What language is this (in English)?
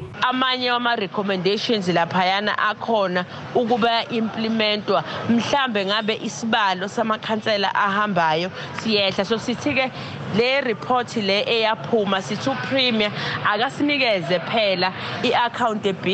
Zulu